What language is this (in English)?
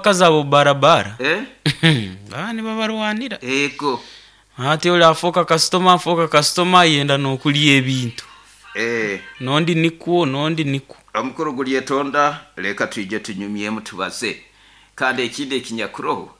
Nyoro